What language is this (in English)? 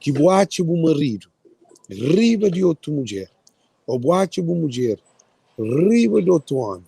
Kabuverdianu